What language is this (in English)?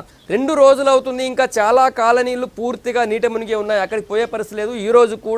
Telugu